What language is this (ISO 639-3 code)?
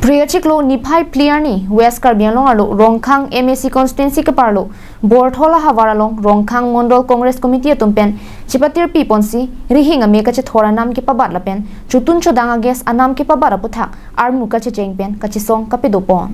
mjw